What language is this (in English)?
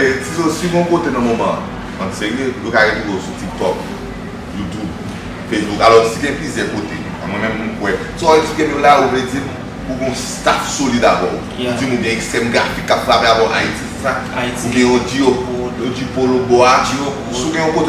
Haitian Creole